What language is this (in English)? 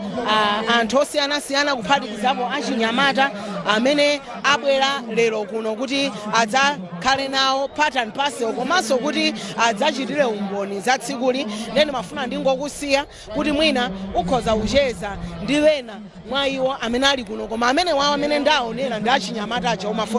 Nyanja